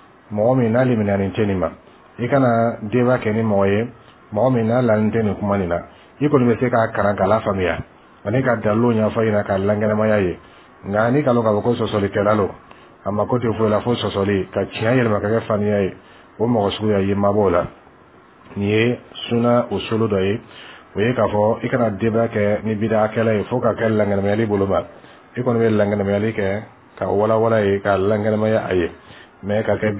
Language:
Bambara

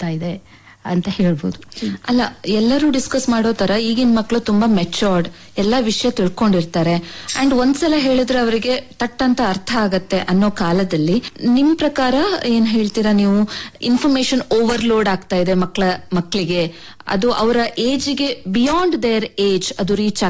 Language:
Kannada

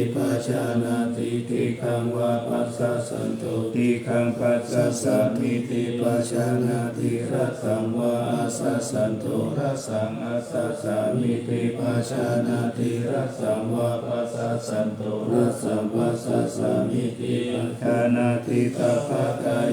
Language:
Pali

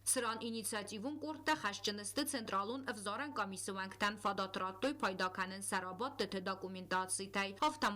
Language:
Ossetic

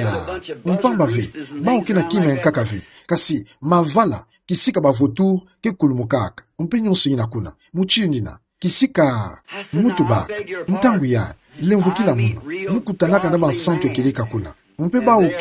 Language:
Kituba (Democratic Republic of Congo)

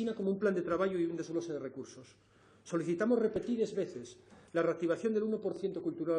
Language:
Asturian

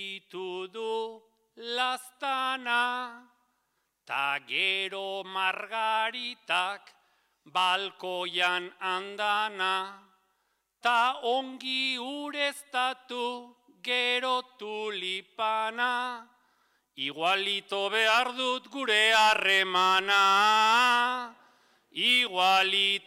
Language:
Basque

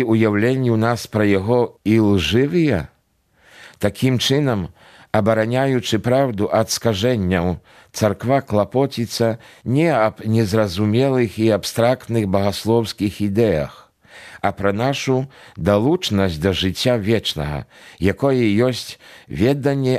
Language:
Belarusian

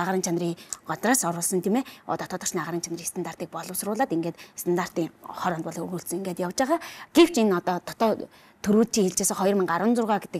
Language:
Mongolian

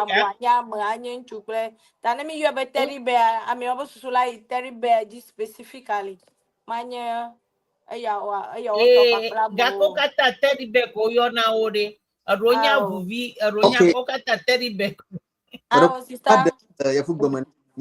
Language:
Ewe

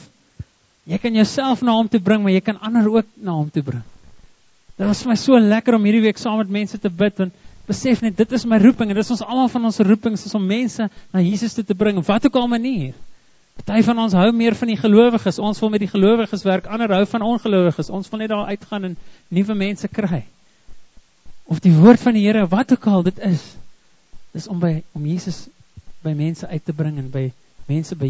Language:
Afrikaans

